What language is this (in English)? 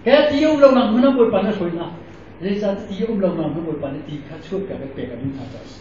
Hakha Chin